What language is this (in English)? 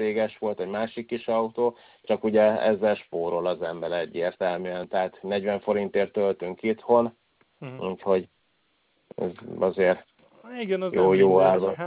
Hungarian